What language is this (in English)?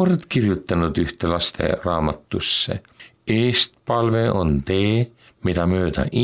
Estonian